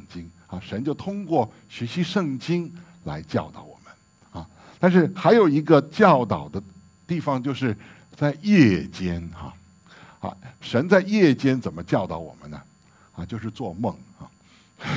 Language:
Chinese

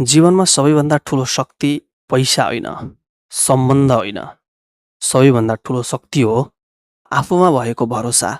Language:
Nepali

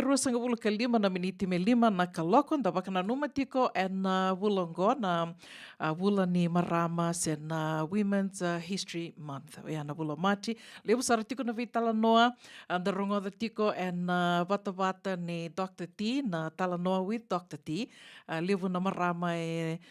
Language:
Fijian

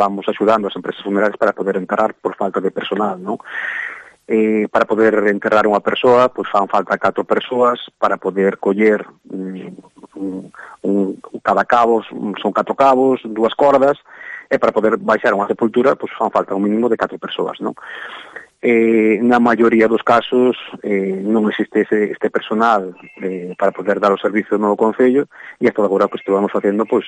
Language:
Galician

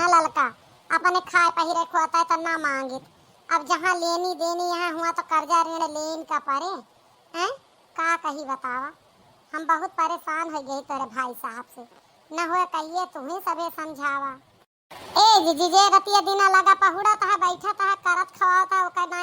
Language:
Awadhi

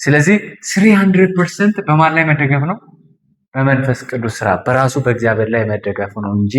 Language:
Amharic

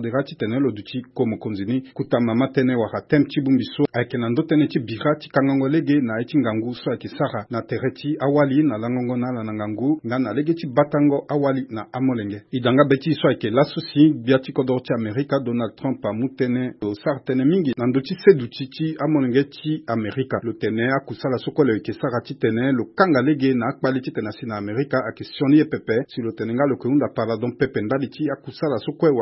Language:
Sango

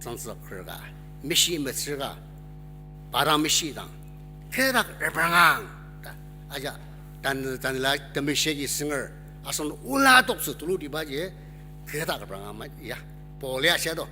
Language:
Ao Naga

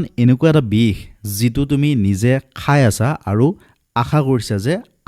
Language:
Assamese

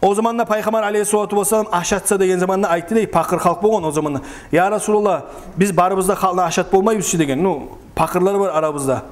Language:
Kumyk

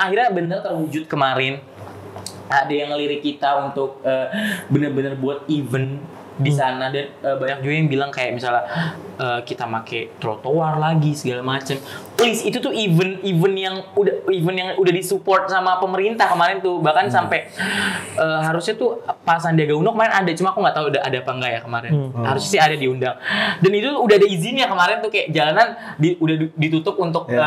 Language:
Indonesian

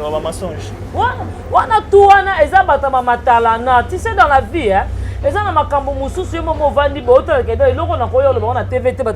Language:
Lingala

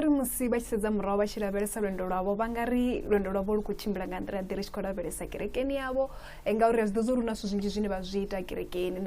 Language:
Venda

